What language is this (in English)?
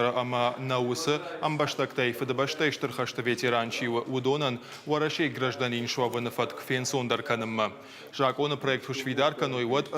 Ossetic